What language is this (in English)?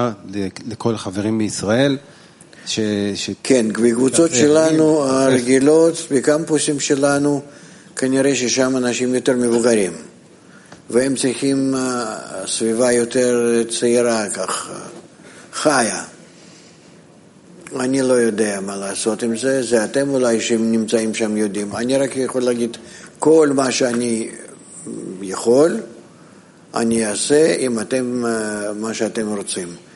Hebrew